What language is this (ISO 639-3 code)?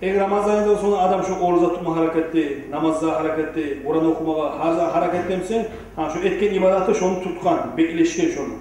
kum